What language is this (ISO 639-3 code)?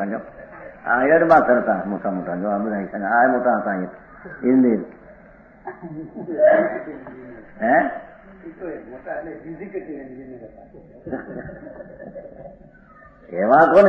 guj